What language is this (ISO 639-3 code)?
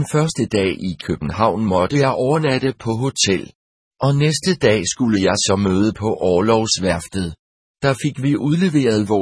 dan